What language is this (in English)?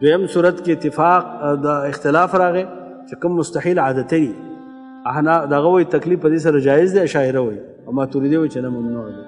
Pashto